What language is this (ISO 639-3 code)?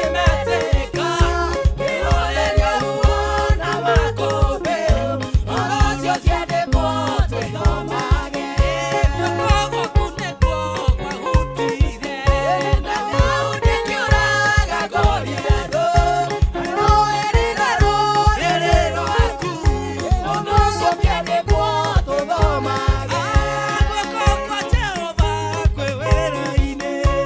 kik